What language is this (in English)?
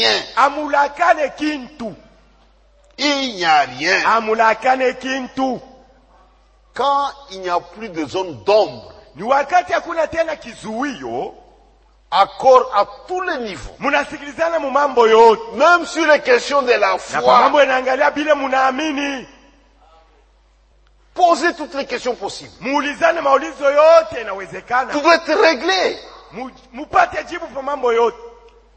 Swahili